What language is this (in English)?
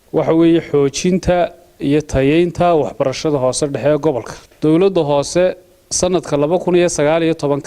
Somali